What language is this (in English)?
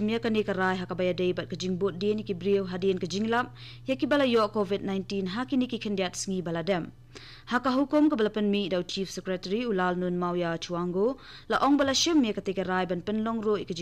Khasi